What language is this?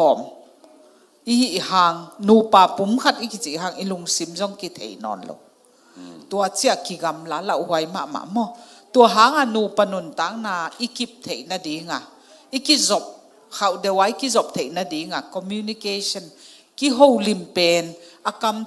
Tedim Chin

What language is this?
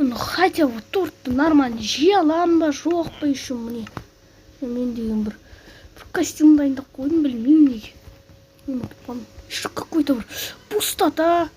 Kazakh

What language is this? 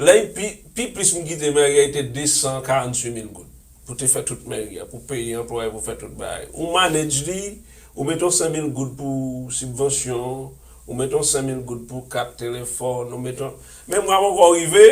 Haitian Creole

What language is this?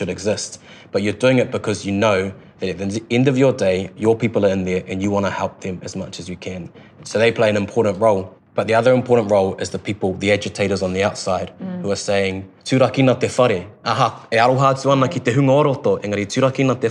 English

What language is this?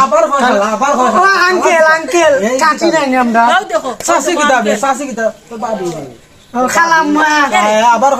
Sylheti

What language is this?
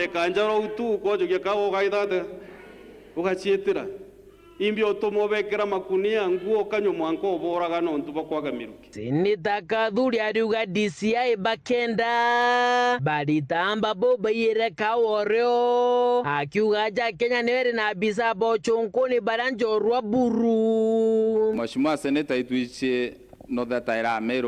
Meru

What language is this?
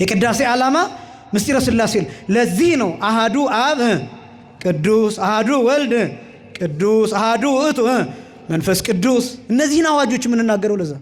Amharic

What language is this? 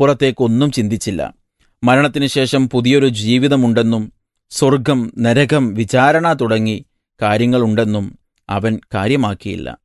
Malayalam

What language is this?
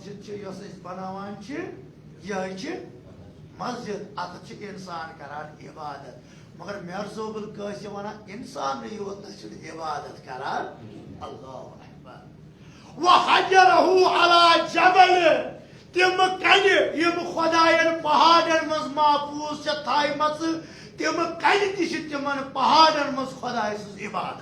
Kashmiri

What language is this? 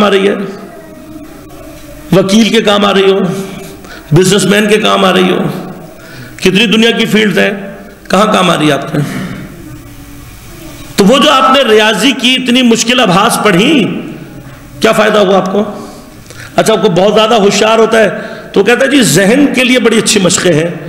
Urdu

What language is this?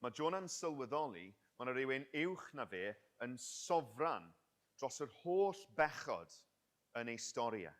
Welsh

